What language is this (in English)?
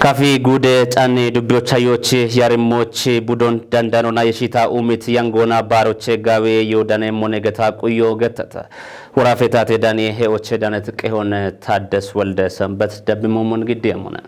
Kafa